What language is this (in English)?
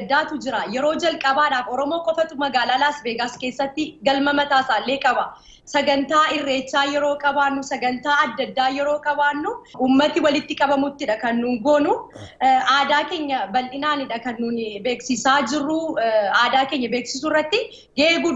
Oromo